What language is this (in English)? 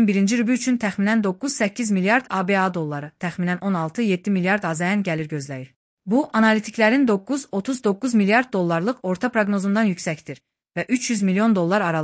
Azerbaijani